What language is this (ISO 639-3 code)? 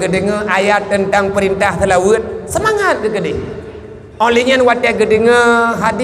ace